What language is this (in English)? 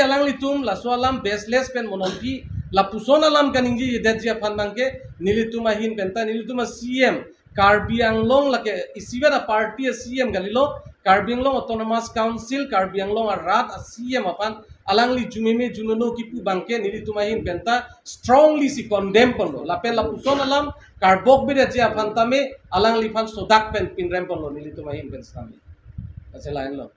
Karbi